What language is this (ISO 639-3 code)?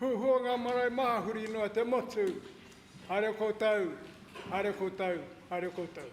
mri